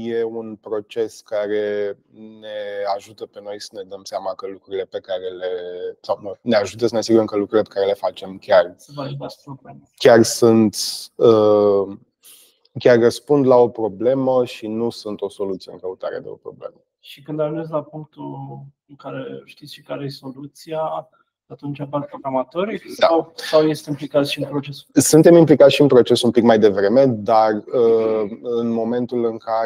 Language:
Romanian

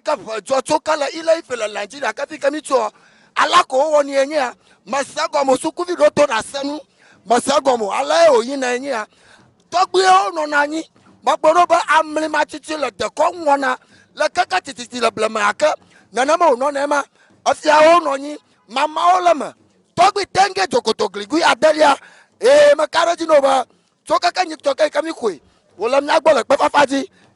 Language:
Ewe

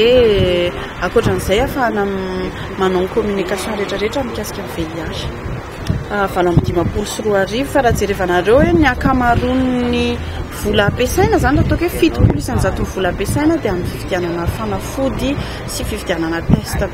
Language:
Malagasy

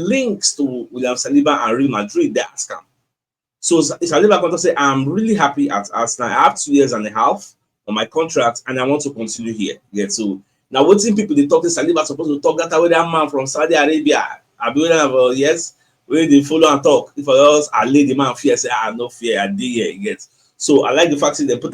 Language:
Nigerian Pidgin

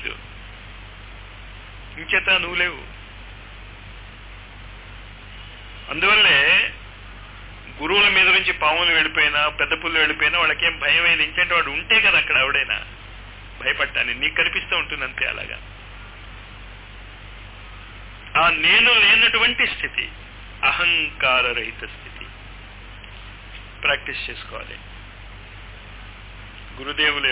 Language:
Telugu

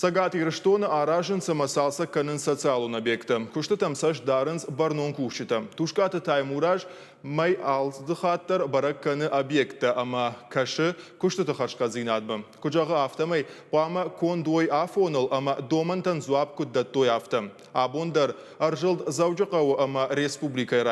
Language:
Ossetic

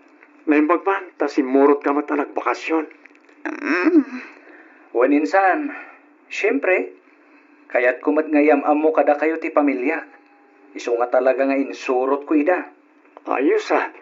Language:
Iloko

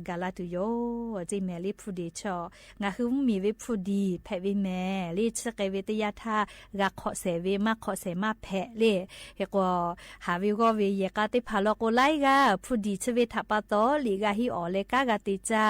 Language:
Lahu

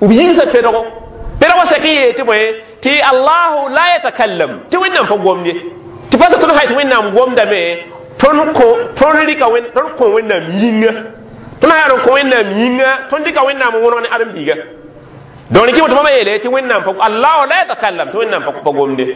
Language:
Mossi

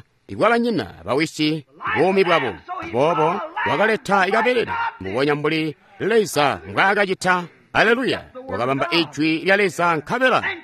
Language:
Tonga (Zambia)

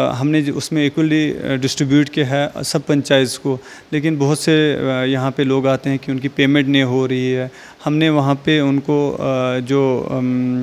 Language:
Hindi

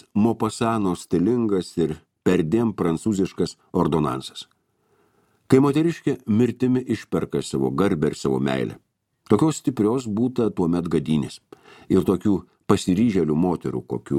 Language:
Lithuanian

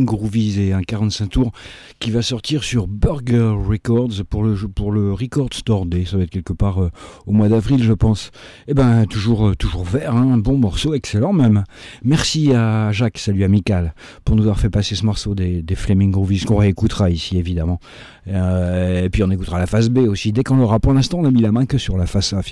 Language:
French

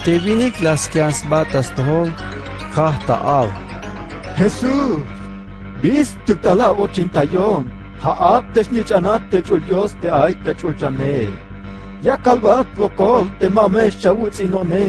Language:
Tzeltal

